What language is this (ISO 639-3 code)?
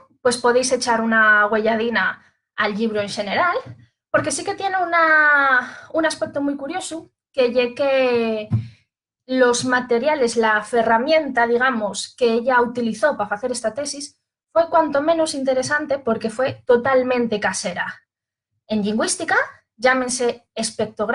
ast